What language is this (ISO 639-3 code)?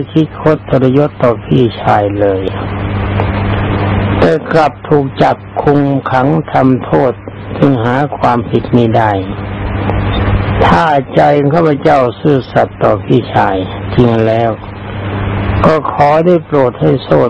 tha